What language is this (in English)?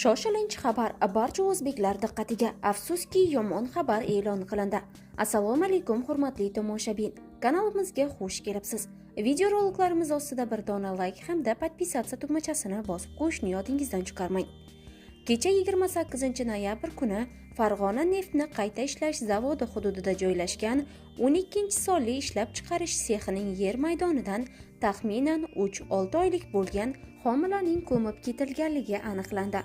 Uzbek